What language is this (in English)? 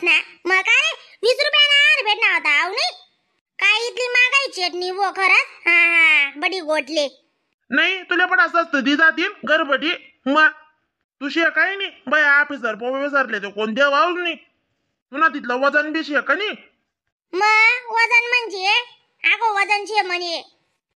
Khandesi